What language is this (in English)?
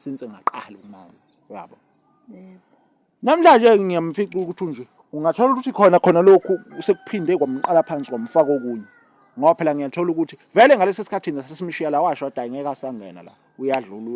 Zulu